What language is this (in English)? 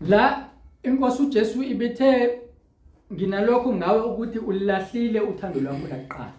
Zulu